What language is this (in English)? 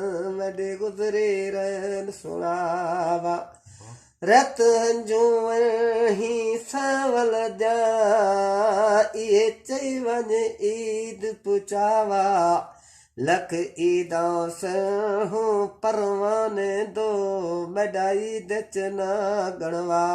Saraiki